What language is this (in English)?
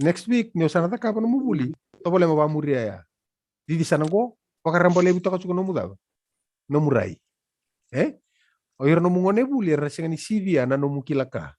Fijian